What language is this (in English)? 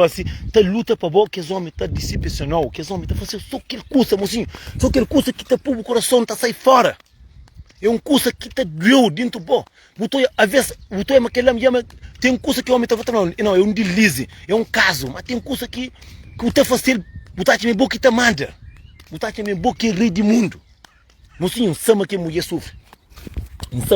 Kabuverdianu